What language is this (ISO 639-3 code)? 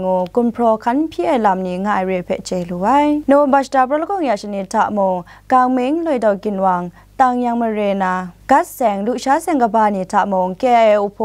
kac